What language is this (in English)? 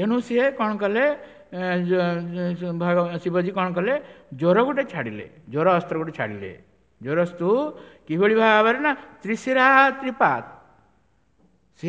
Odia